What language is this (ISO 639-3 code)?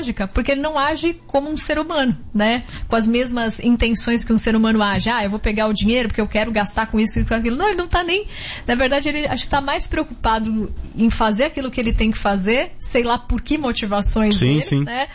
por